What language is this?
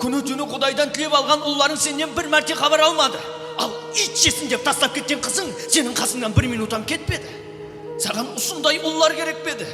Kara-Kalpak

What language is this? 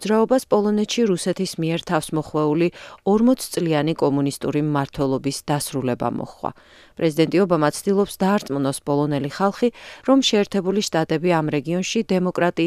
Georgian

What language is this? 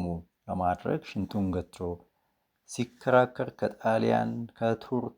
Amharic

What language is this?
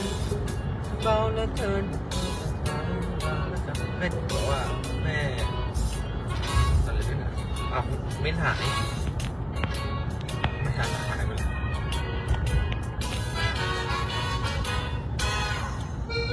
Thai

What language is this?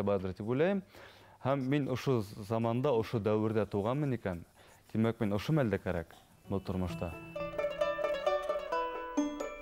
Bashkir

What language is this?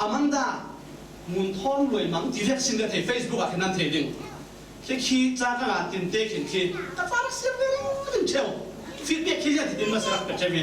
Falam Chin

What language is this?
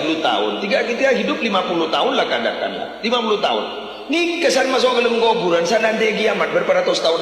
Madurese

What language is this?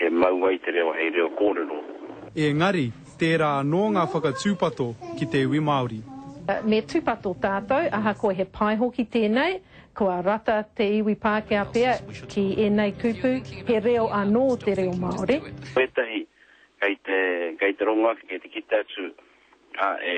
Māori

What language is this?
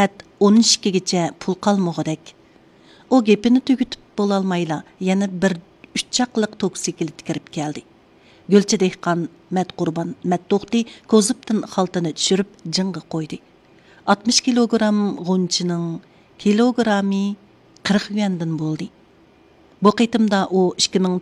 Uyghur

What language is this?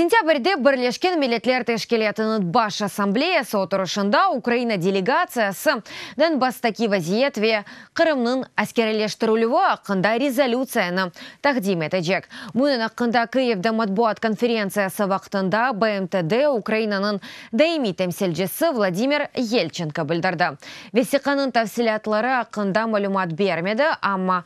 Crimean Tatar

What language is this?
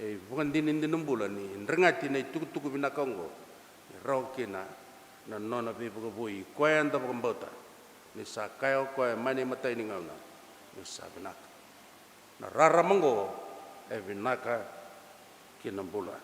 Fijian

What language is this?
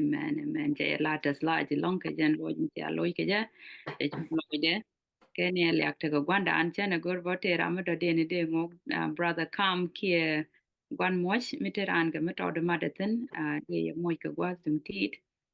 Nuer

